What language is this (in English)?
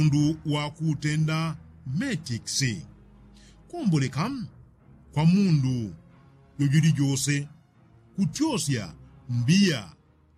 Yao